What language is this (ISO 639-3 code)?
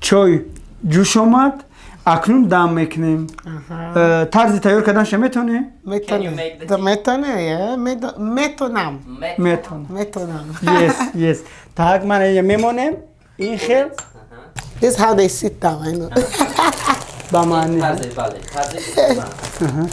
tgk